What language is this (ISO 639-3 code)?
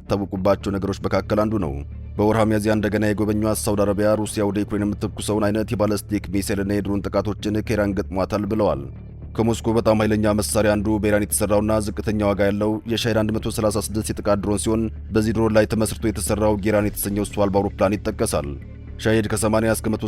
amh